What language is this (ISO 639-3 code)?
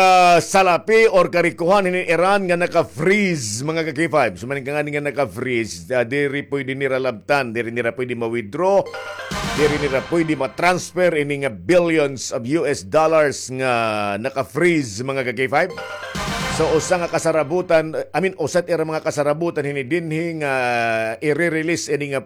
war